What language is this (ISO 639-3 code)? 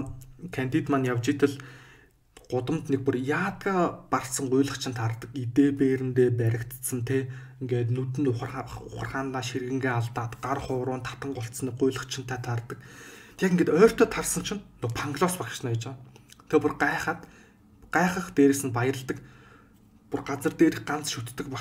mon